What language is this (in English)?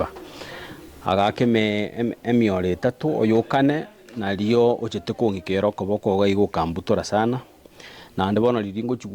Gusii